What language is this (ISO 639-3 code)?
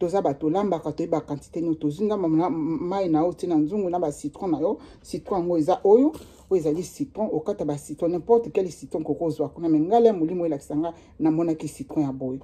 lin